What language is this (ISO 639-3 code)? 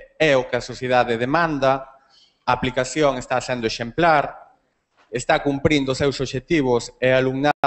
glg